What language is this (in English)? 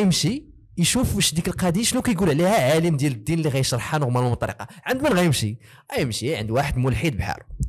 Moroccan Arabic